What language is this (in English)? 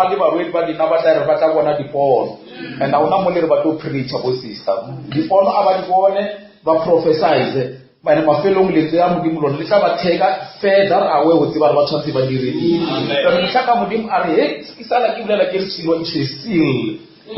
Northern Sotho